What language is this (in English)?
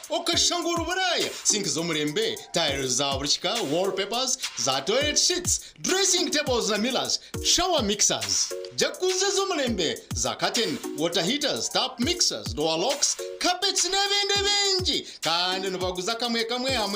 Nyankole